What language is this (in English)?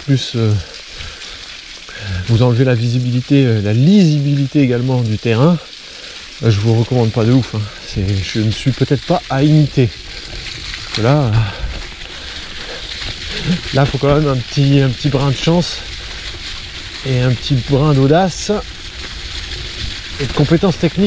French